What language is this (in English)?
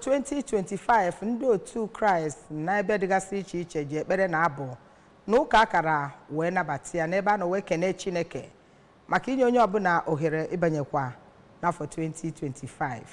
Igbo